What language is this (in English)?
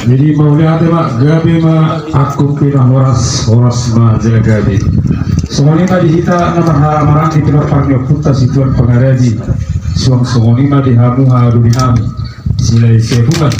Batak Toba